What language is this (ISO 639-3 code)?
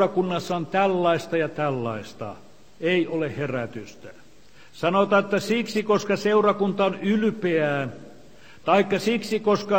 fin